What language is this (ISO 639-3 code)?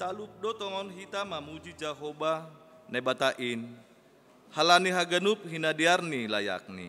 bts